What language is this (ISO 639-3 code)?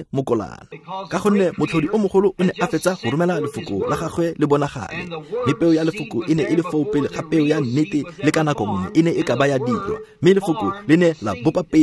tsn